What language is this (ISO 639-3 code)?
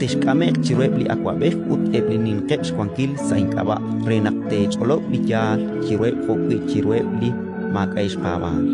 kek